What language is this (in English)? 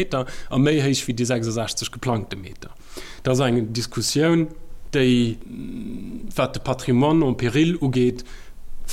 Luxembourgish